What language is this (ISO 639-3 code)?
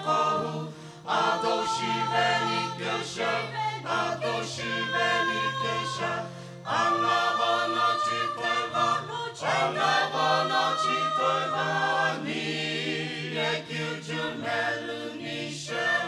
nsm